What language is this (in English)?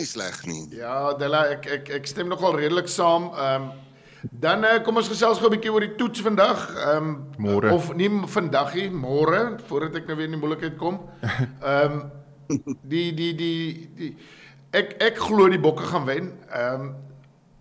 Afrikaans